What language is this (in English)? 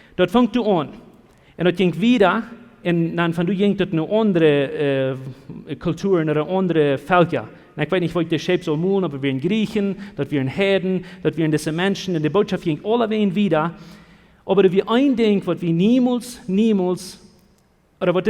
Plautdietsch